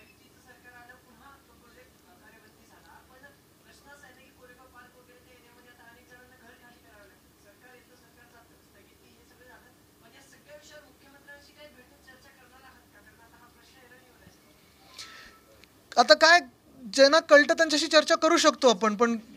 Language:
Marathi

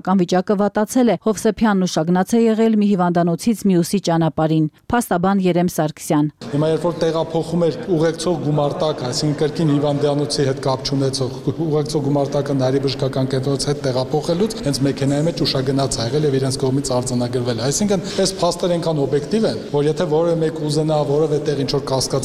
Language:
Armenian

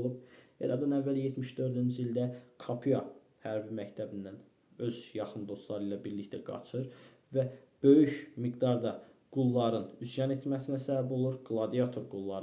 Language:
Azerbaijani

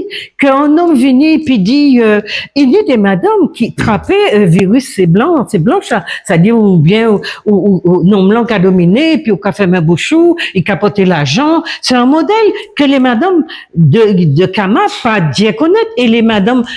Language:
Guadeloupean Creole French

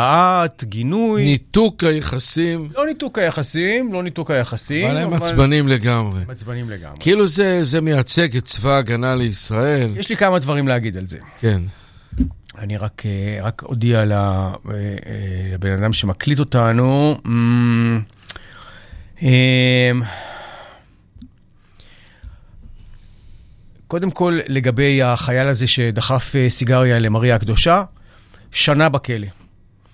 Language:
Hebrew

